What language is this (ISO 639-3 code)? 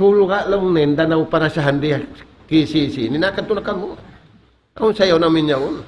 tsg